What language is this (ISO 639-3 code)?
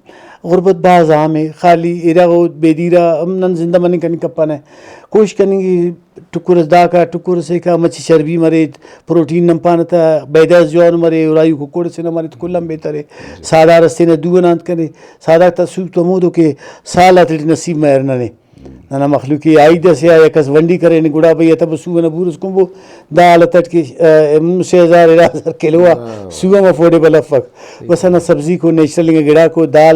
brh